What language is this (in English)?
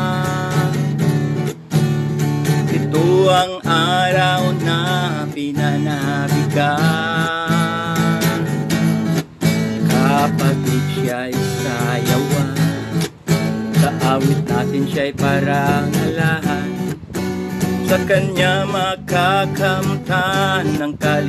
Filipino